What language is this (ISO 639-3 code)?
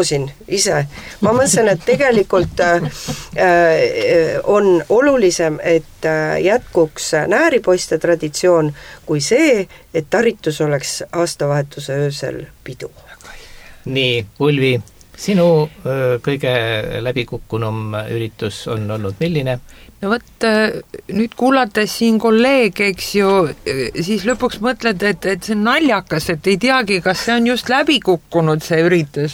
est